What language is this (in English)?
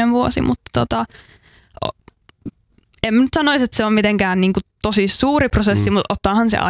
Finnish